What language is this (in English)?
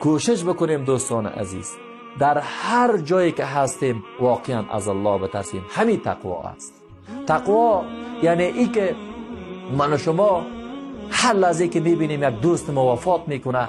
Persian